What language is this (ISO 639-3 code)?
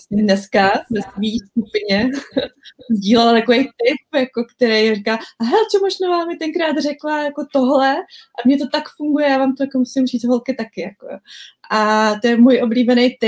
ces